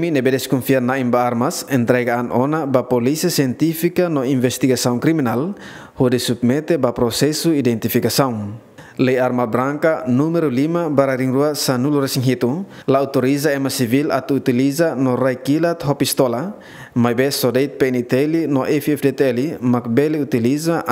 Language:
Tetum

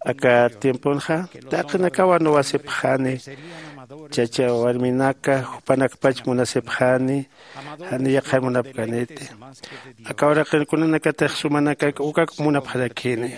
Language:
Aymara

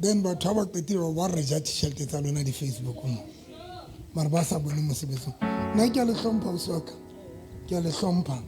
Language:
Southern Sotho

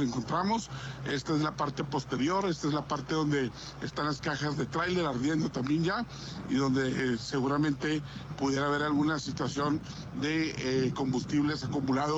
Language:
Spanish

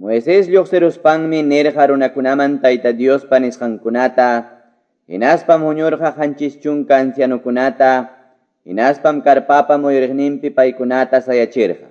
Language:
Quechua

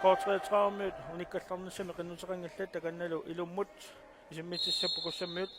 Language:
Kalaallisut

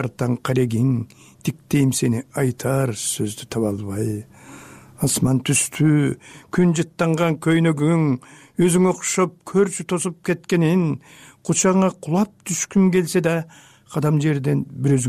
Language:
Kyrgyz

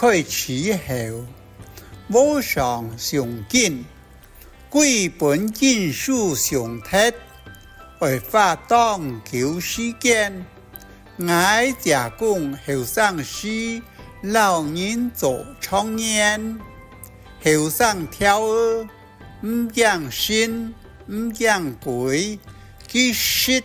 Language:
Hakka Chinese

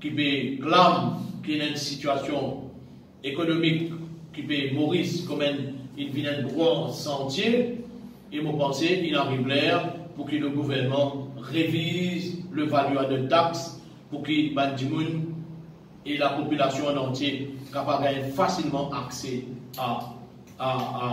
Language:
Morisyen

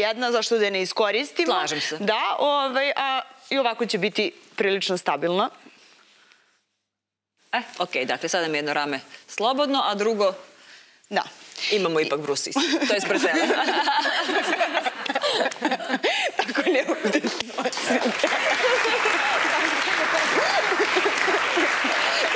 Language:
Serbian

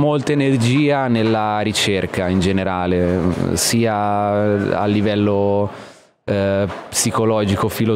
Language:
Italian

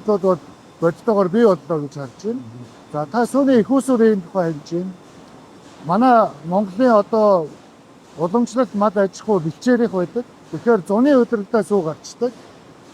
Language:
Mongolian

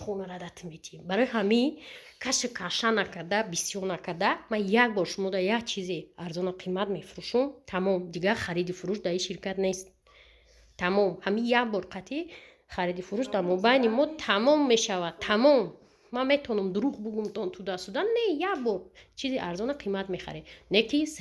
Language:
Tajik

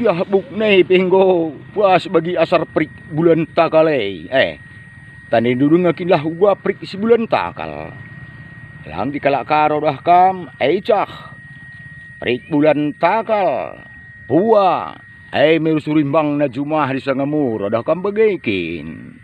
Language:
Batak Karo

